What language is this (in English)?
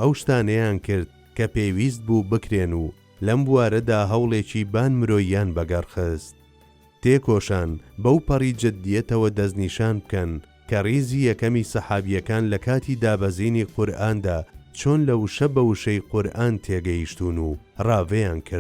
Central Kurdish